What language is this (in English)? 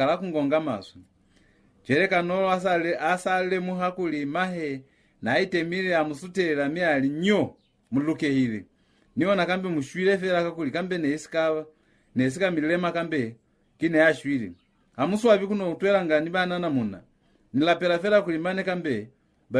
Lozi